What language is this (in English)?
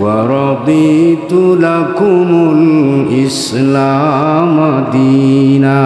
Sylheti